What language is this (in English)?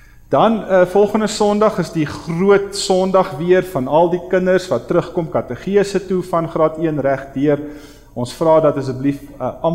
Afrikaans